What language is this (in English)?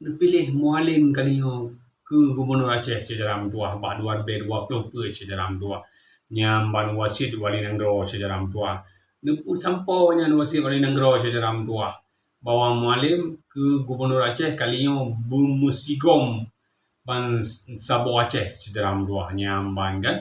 Achinese